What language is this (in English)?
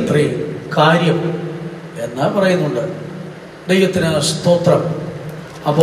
Malayalam